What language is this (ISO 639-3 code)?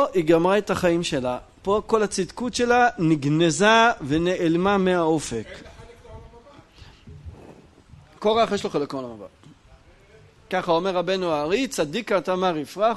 heb